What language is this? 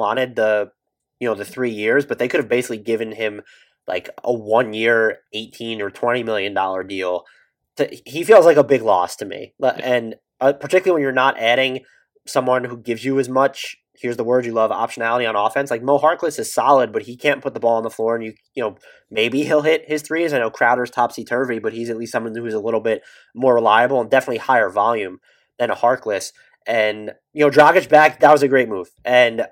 English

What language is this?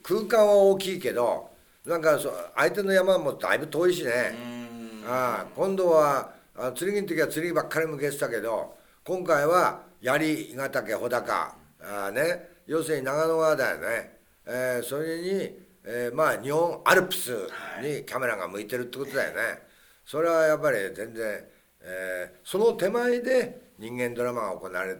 Japanese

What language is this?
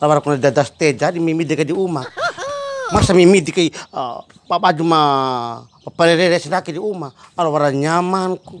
Bima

